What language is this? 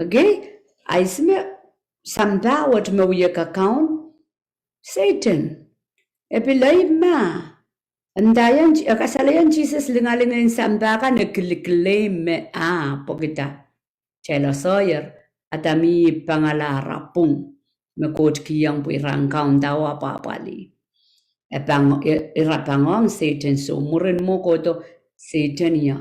Pohnpeian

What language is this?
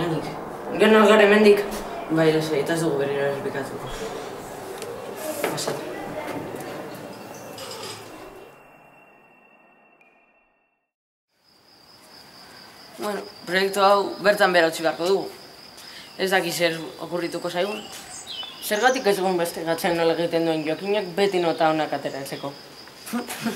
Basque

